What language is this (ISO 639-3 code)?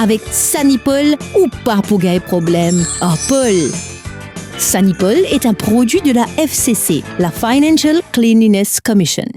mfe